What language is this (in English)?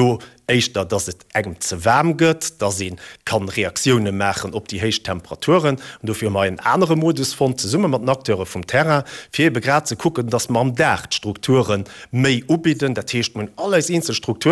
Luxembourgish